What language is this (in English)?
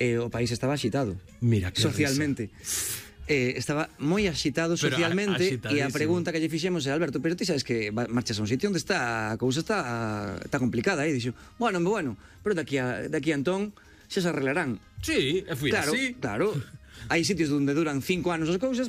Galician